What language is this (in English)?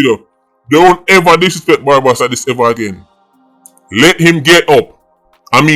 Jamaican Creole English